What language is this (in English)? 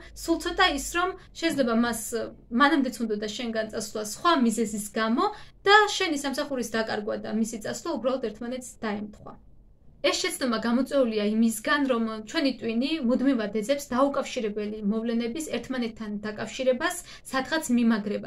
Georgian